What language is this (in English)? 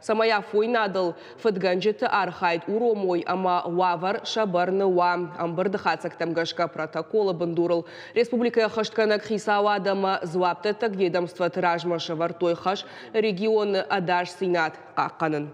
Ossetic